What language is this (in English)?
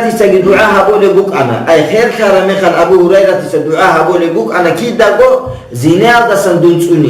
Avaric